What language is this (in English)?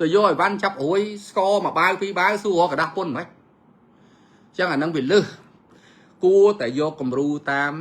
Khmer